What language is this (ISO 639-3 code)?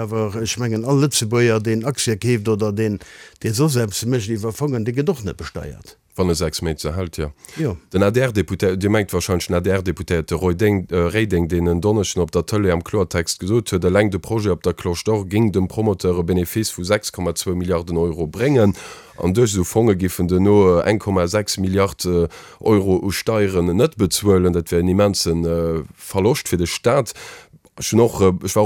ltz